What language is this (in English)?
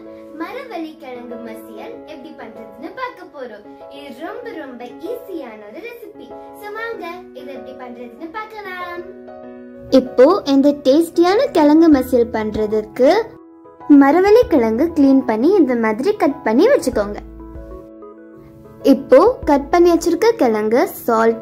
Tamil